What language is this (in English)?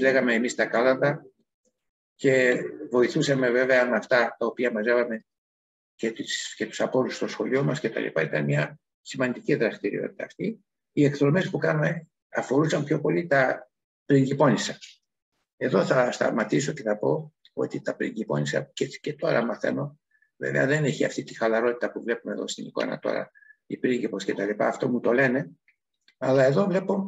Greek